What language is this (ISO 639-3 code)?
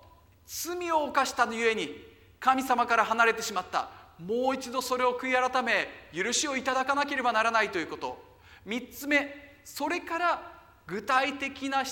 jpn